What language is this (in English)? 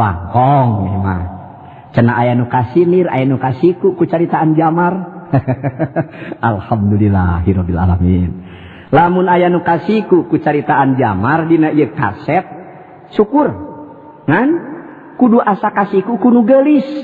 Sundanese